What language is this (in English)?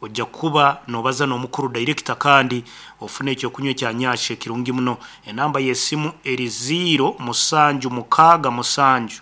Nyankole